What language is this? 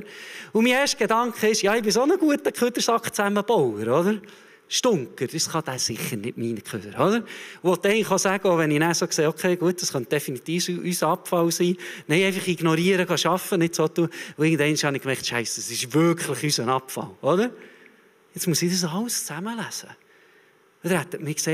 Swiss German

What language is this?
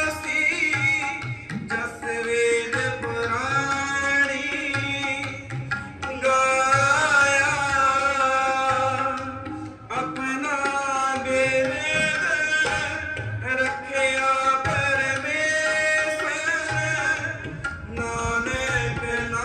Punjabi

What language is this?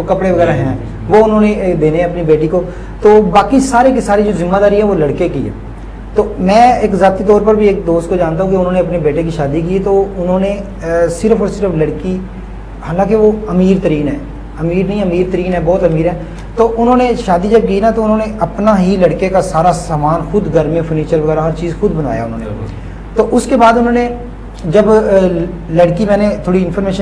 Urdu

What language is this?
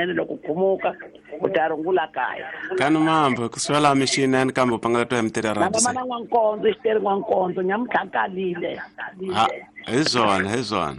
Tsonga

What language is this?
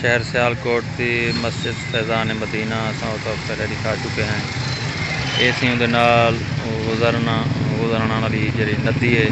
Saraiki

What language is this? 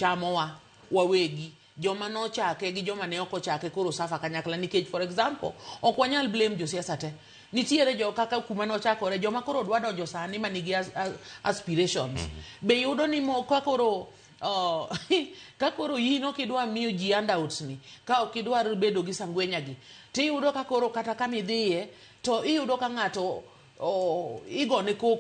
Luo (Kenya and Tanzania)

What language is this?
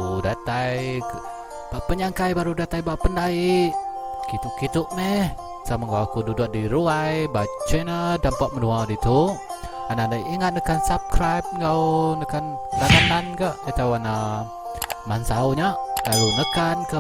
Iban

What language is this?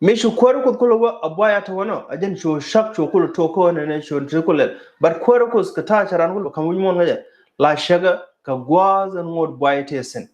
Nuer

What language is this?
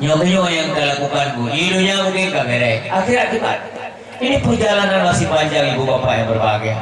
Achinese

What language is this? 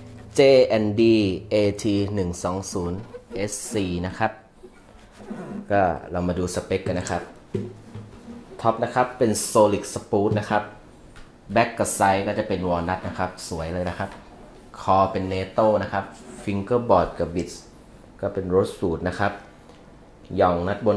Thai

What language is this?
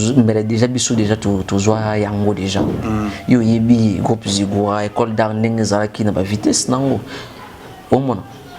Lingala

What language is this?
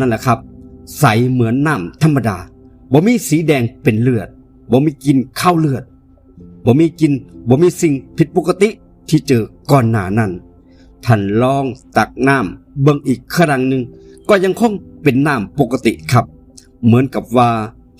Northeastern Thai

